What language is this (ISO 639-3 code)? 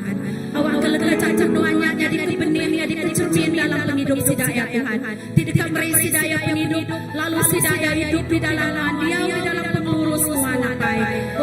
iba